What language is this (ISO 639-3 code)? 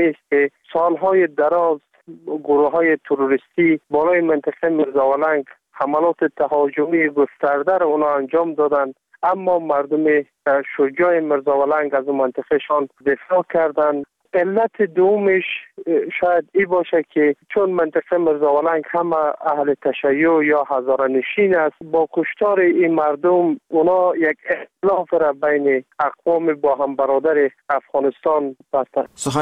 fas